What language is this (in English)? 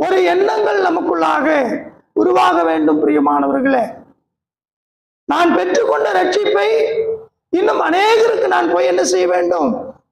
Tamil